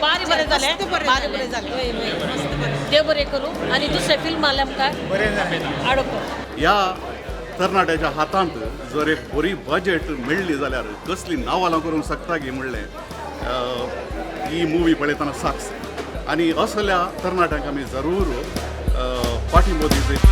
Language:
Konkani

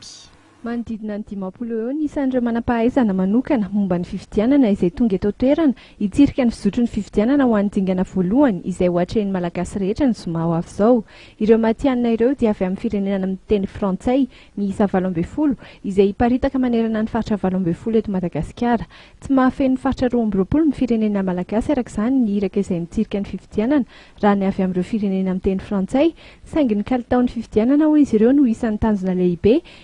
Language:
Malagasy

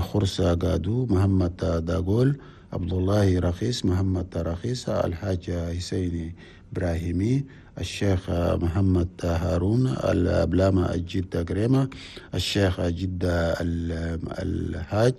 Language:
Chadian Arabic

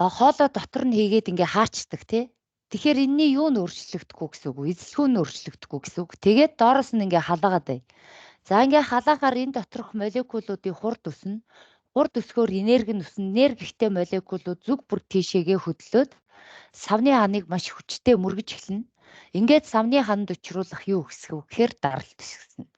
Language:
Mongolian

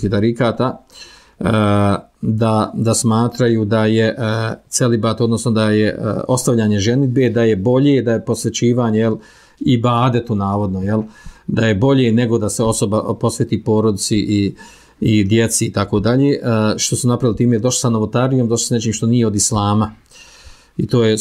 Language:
Bosnian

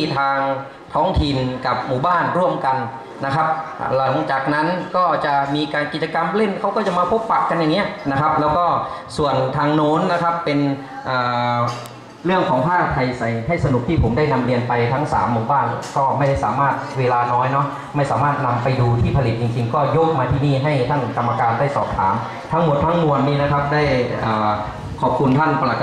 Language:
Thai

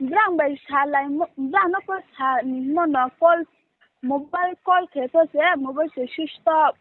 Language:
Riang (India)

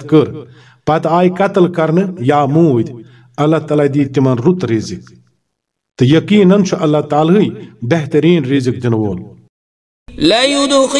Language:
Kashmiri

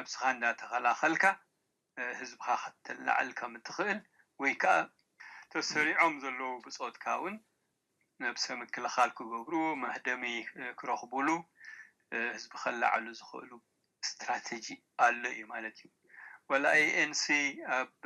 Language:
Tigrinya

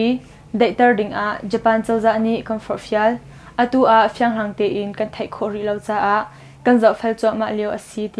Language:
Hakha Chin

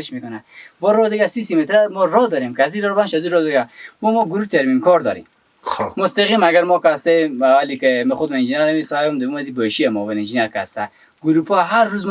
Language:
Persian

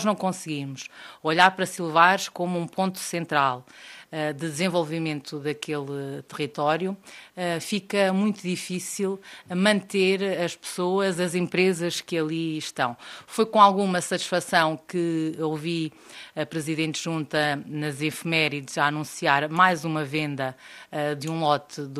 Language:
Portuguese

